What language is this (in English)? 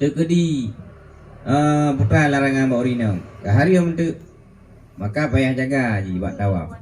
Achinese